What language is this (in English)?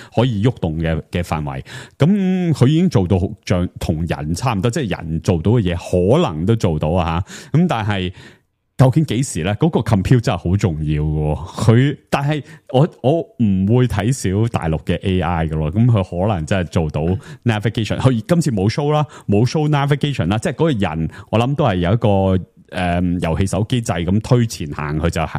Cantonese